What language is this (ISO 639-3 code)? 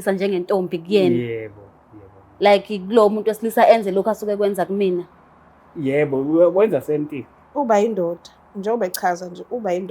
zul